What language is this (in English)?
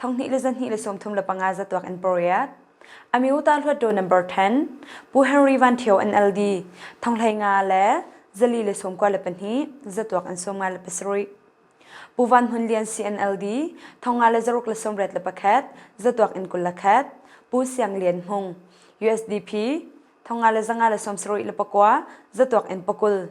Hakha Chin